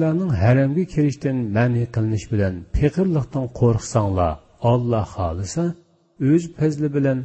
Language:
Uyghur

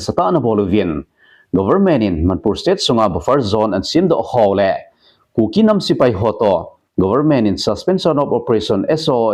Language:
Thado Chin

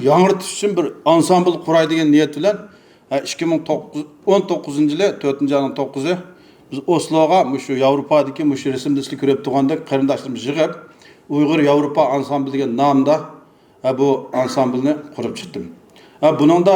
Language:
Uyghur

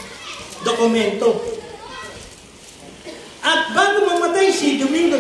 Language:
Filipino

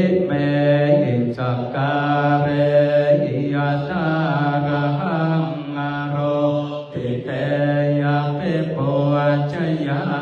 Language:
Pali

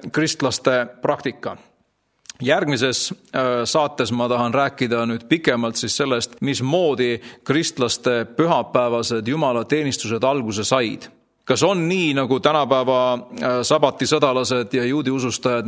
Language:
Estonian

